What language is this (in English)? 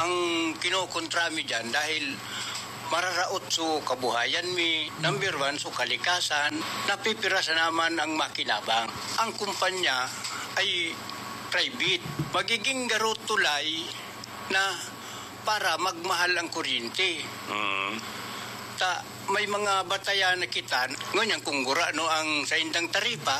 Bikol